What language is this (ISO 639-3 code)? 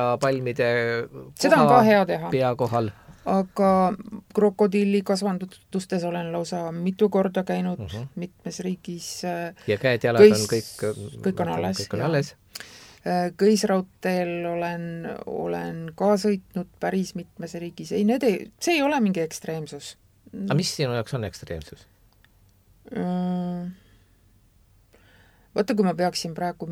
est